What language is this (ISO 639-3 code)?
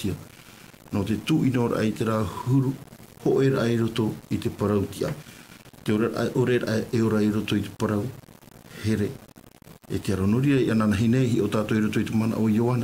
tah